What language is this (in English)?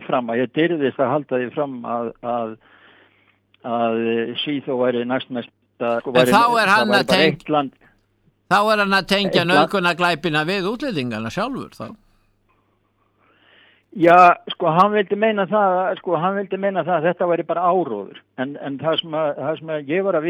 Icelandic